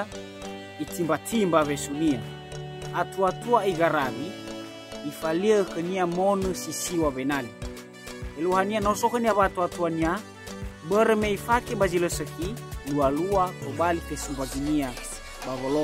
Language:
Nias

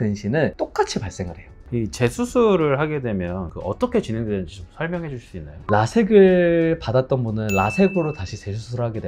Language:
Korean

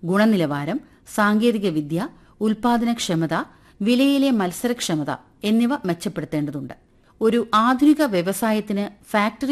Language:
Malayalam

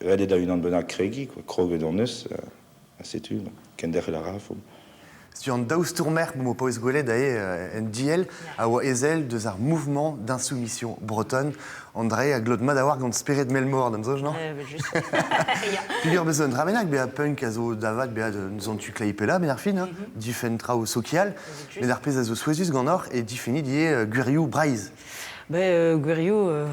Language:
Breton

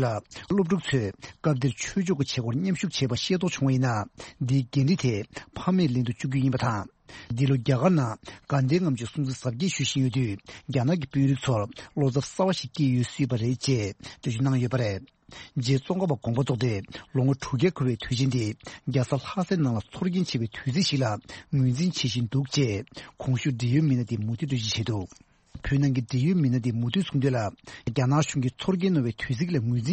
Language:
Tibetan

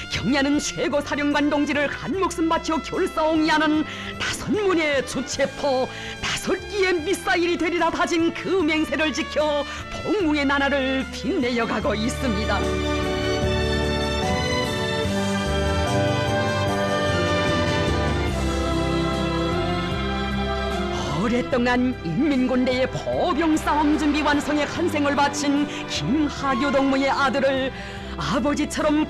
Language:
Korean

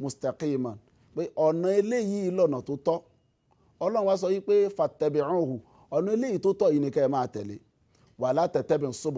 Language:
Yoruba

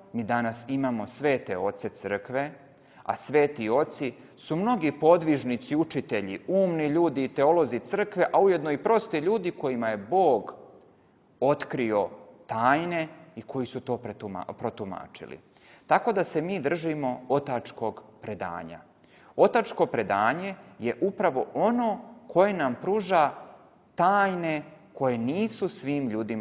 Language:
Serbian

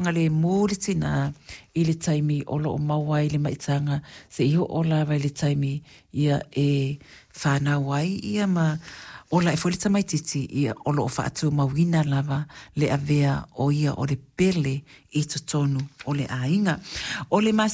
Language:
Samoan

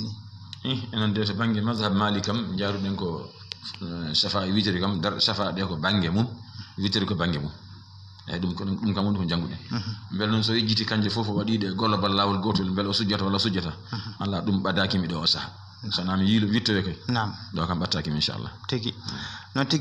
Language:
Fula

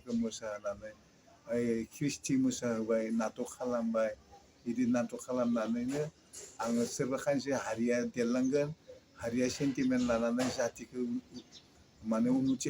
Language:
Bodo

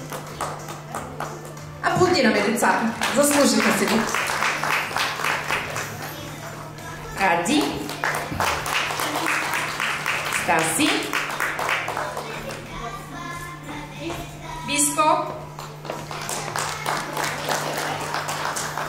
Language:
Bulgarian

